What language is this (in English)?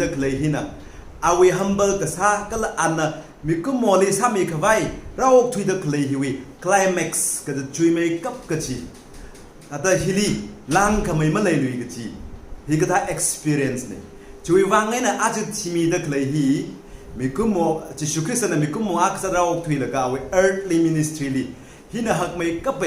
Tangkhul Naga (India)